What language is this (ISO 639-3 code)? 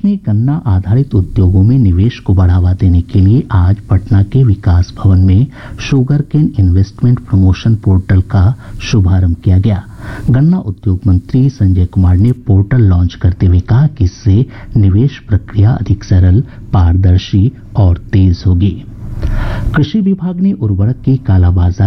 hin